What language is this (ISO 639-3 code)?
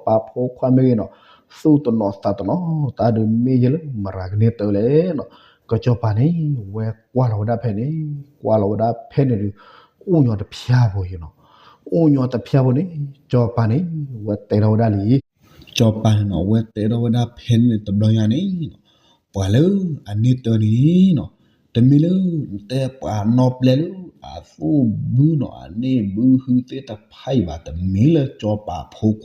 ksw